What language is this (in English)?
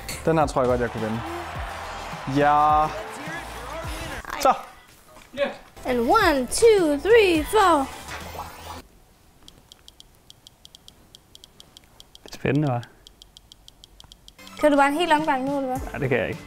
Danish